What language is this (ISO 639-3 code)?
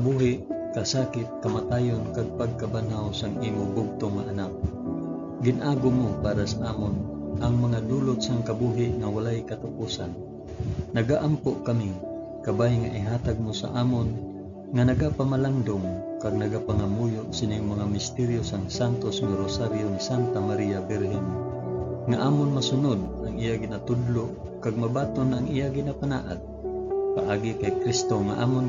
hil